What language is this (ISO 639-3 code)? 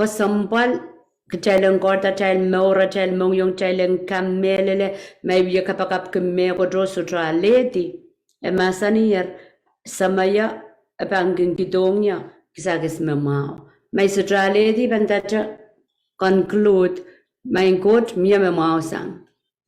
pon